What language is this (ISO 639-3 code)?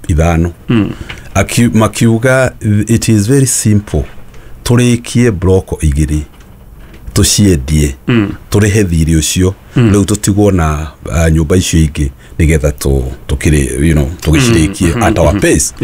kik